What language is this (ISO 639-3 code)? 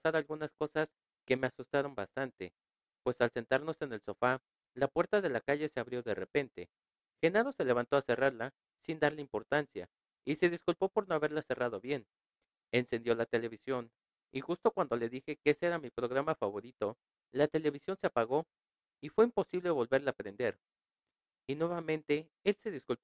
spa